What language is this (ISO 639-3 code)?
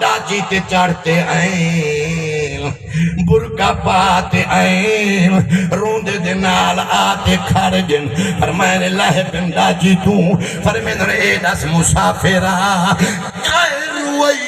skr